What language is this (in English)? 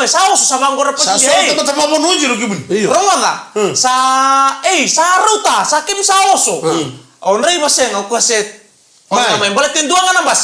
Fijian